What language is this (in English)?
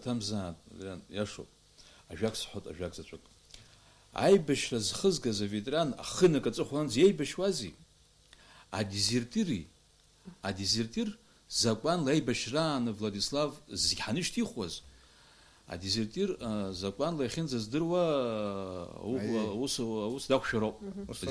Abkhazian